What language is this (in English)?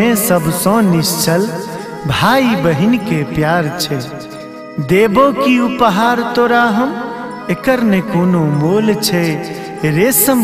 Maithili